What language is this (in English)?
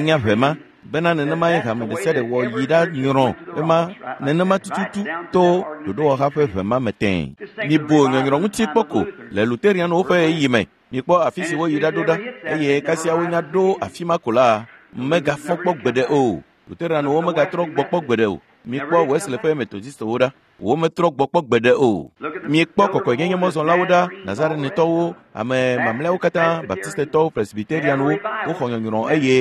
Ewe